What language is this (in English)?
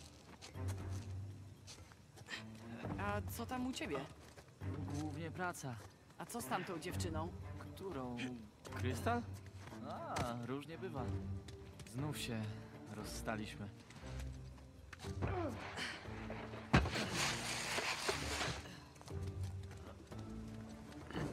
Polish